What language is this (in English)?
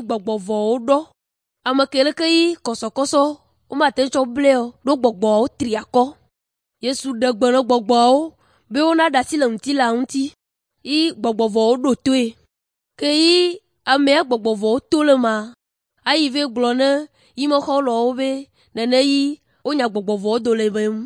Ewe